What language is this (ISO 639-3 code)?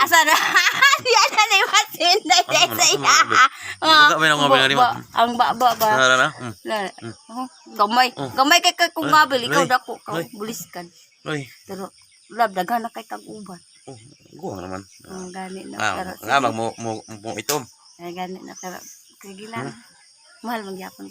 ceb